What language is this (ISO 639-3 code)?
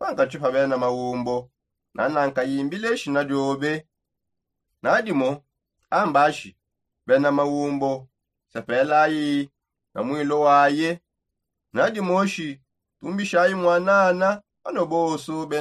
sop